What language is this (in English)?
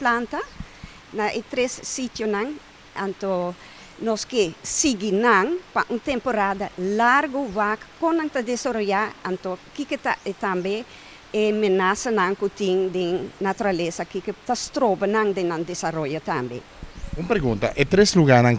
Papiamento